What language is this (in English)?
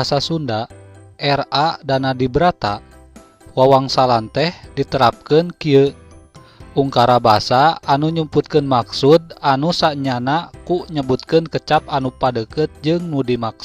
Sundanese